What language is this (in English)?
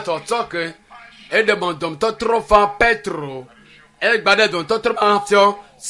Ewe